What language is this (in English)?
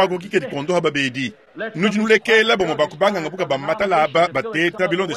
Luba-Lulua